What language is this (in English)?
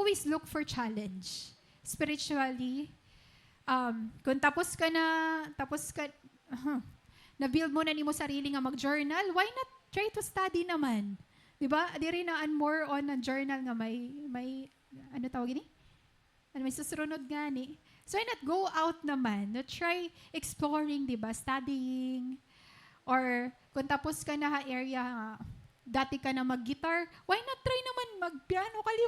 Waray